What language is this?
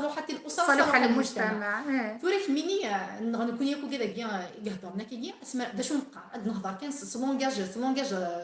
Kabyle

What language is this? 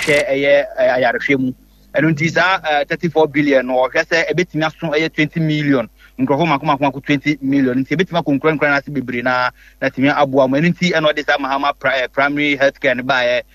Akan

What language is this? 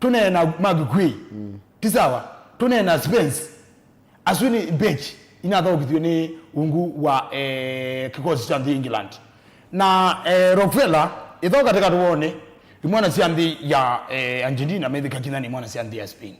Kamba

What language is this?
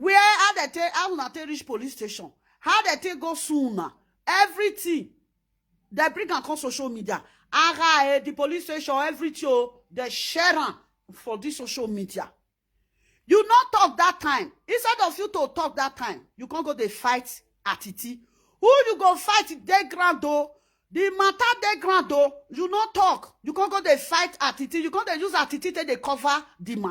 Nigerian Pidgin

